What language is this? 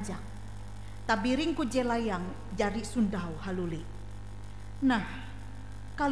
Ngaju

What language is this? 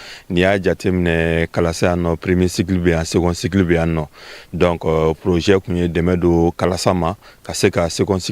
Bambara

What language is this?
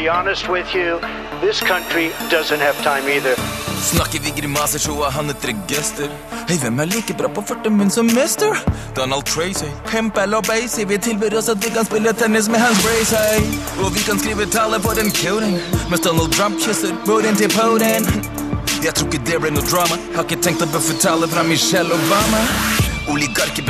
Norwegian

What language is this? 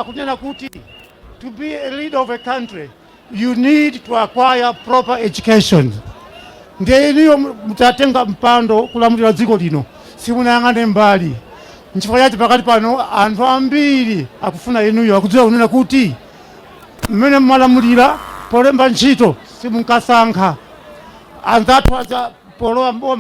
Nyanja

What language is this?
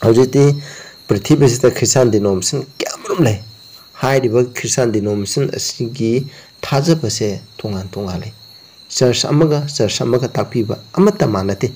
Manipuri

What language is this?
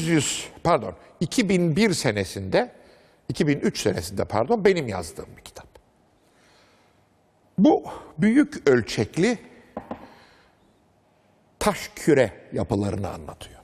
Turkish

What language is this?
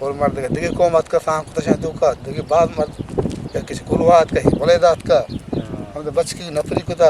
Eastern Balochi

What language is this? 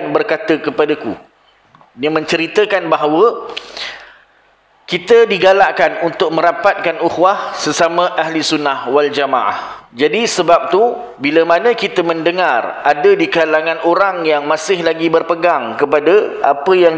Malay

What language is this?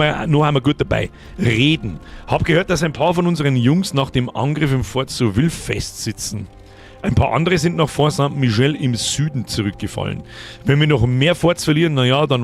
Bavarian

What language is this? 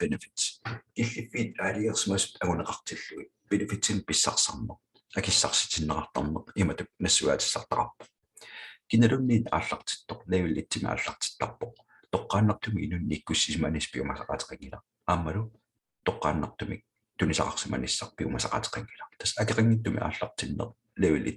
Kalaallisut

